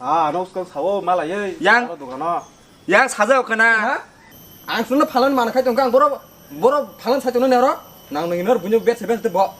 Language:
Kok Borok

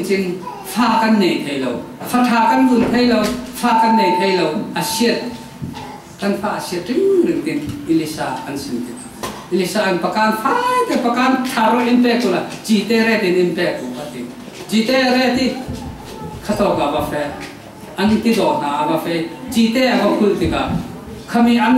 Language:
Falam Chin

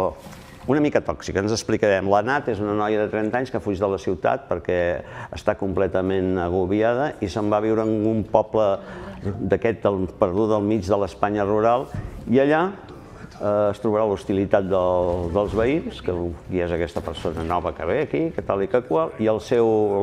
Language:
Catalan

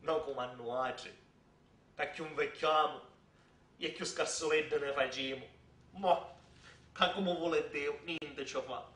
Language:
Sicilian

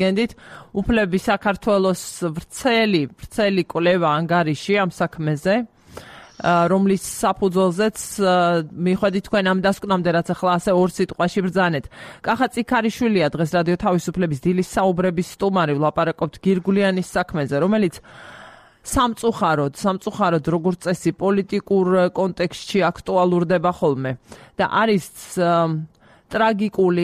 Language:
Georgian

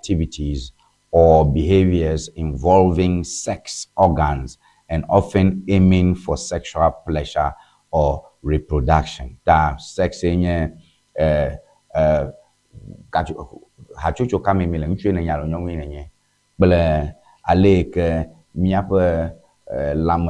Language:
Ewe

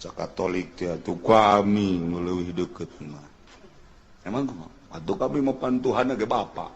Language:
Sundanese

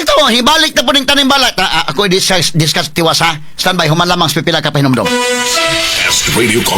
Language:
Cebuano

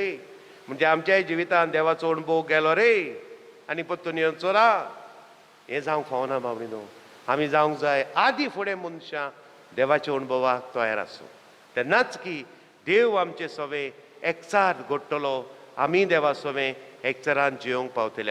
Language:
Konkani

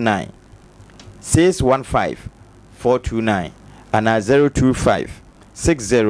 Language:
Akan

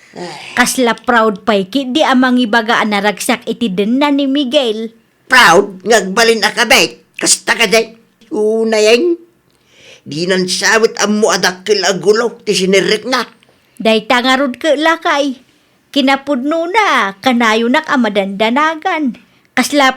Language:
Iloko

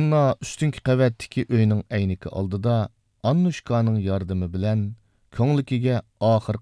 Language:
Uyghur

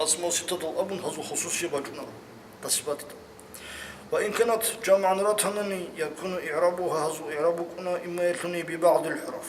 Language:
Avaric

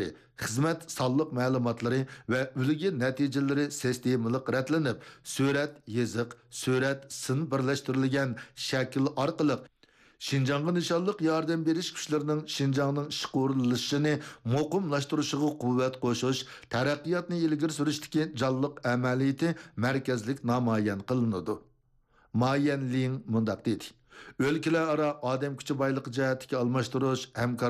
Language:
Uyghur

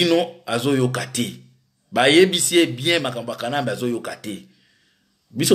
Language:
Lingala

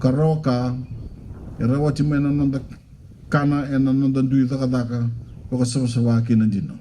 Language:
Fijian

